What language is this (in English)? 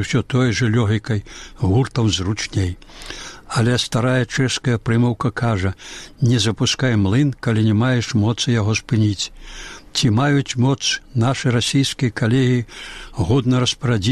Belarusian